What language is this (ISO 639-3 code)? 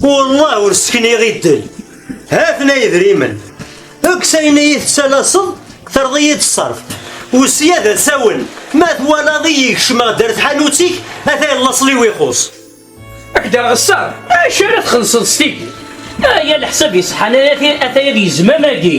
kab